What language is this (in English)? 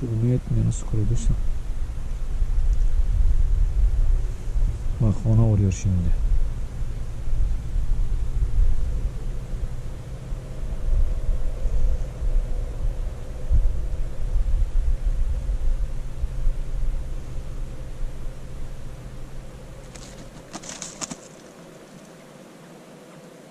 Turkish